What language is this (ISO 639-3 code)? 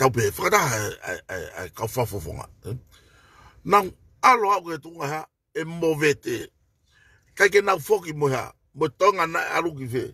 ton